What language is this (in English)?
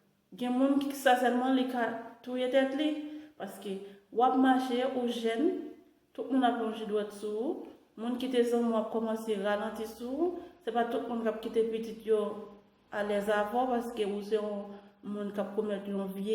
Haitian Creole